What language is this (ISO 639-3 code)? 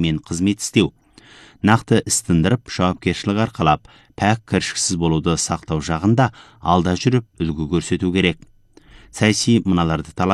kaz